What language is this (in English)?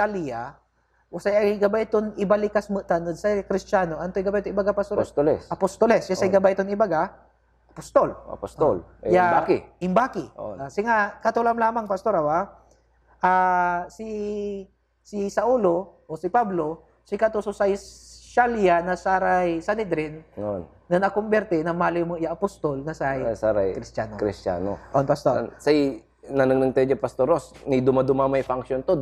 Pangasinan